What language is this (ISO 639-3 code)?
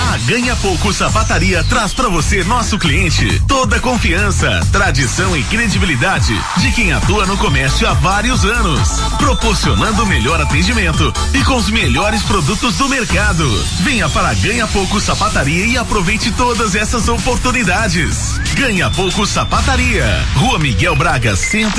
por